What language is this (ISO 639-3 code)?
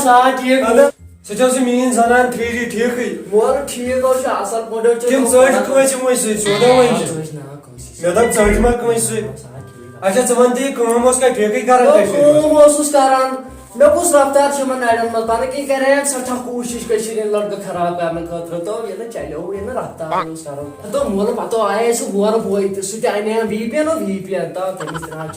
kas